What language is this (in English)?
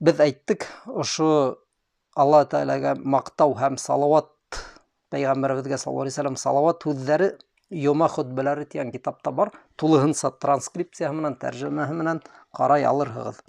Bashkir